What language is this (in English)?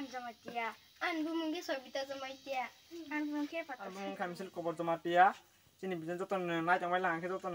Kok Borok